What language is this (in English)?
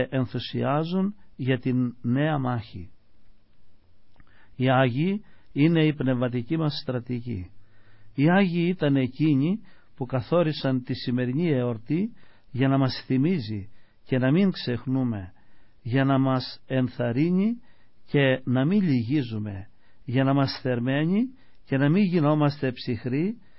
Greek